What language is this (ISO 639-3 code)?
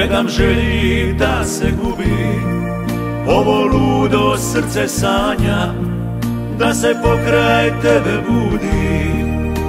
hrv